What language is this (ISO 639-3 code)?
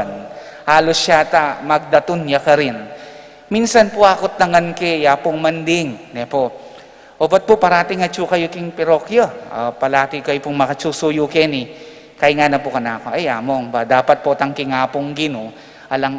pam